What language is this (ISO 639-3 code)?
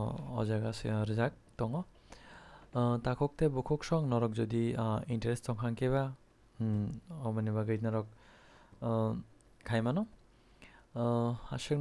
trp